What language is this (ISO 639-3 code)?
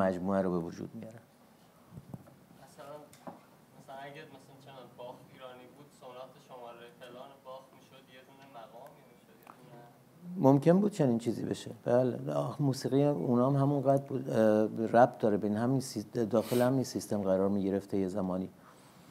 fas